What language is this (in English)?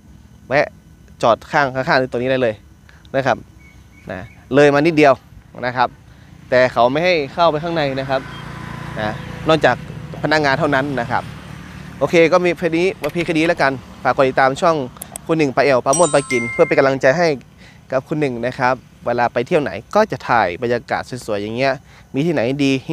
Thai